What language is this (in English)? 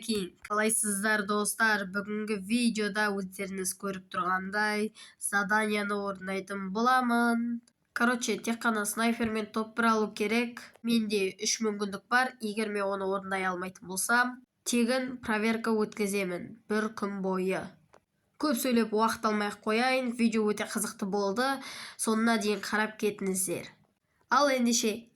Kazakh